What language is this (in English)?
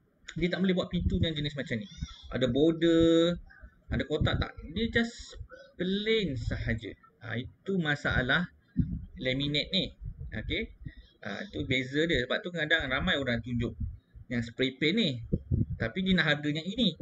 Malay